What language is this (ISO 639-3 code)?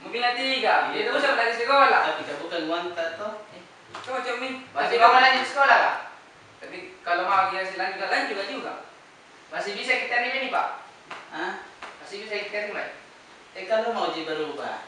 mfp